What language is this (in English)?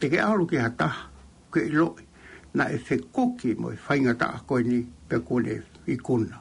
Tongan